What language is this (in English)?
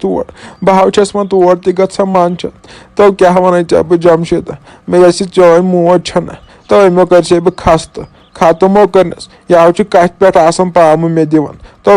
Kashmiri